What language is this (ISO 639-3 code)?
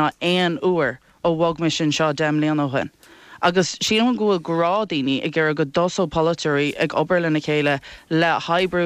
gle